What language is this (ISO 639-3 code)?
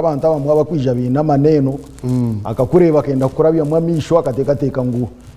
nyn